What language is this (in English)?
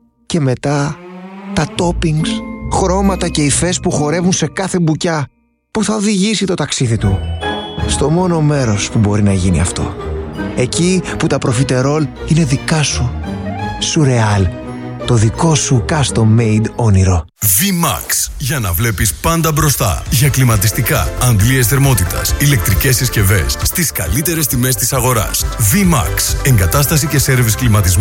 Greek